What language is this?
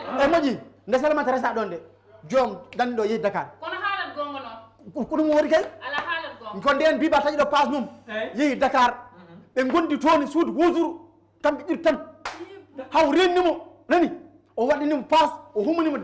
Fula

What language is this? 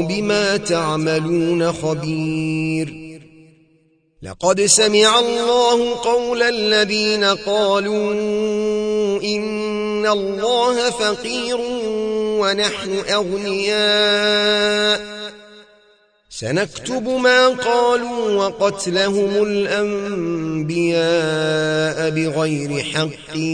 Arabic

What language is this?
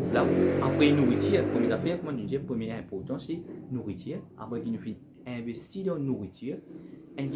Morisyen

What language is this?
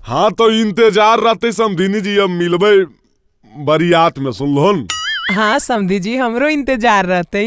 Magahi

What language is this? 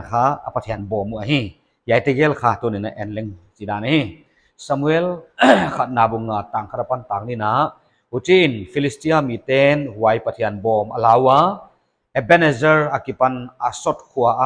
Paite Chin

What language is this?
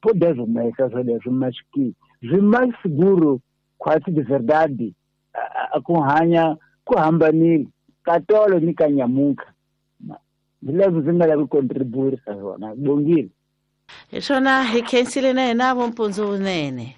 Tsonga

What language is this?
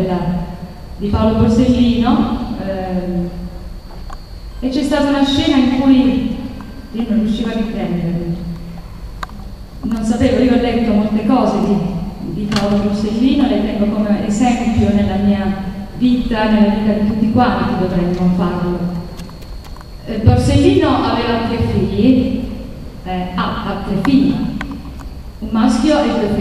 Italian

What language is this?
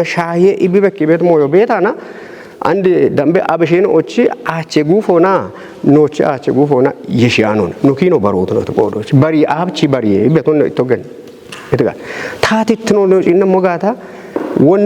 Kafa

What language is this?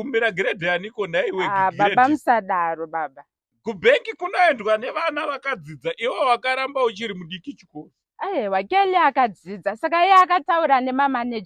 Shona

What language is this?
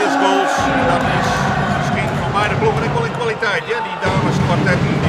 Western Frisian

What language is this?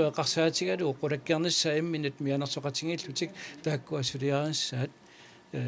Kalaallisut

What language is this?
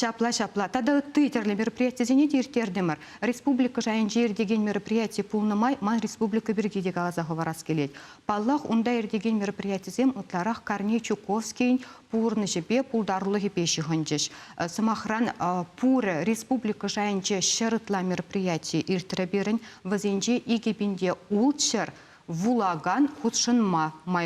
Chuvash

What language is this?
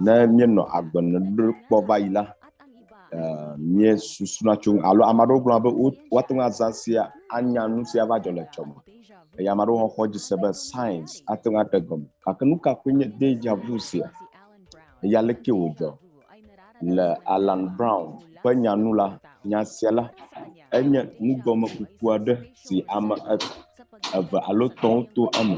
Ewe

